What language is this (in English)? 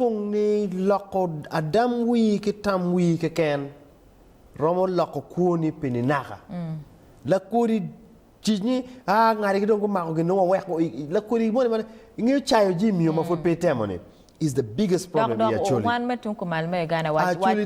Acoli